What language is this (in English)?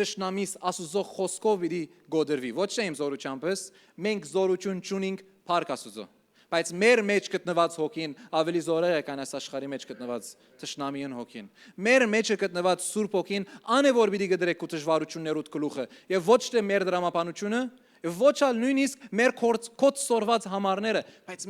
Western Armenian